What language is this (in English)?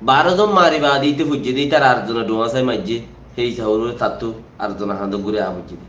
Rohingya